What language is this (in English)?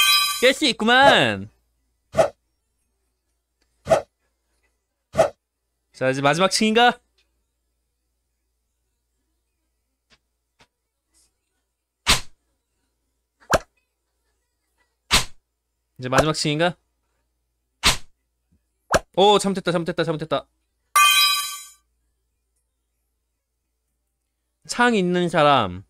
Korean